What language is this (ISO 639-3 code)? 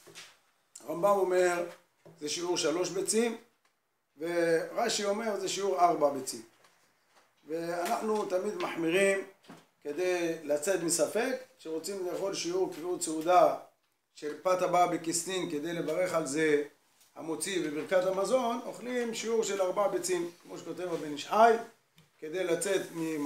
heb